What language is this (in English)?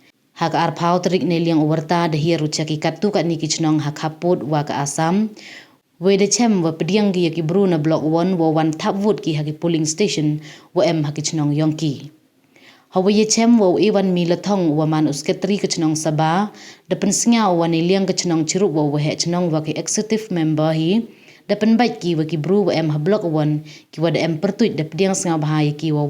Pnar